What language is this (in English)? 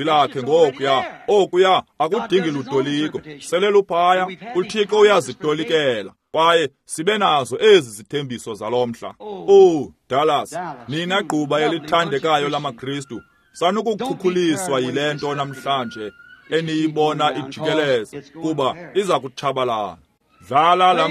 Xhosa